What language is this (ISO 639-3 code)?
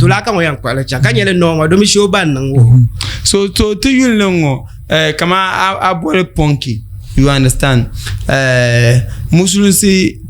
dag